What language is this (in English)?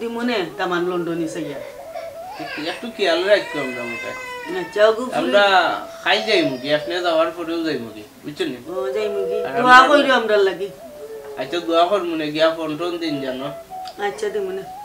Sylheti